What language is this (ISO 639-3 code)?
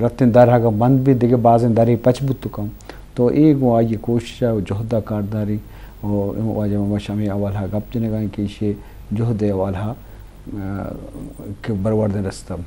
bal